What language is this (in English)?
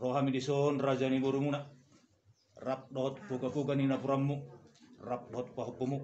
Batak Toba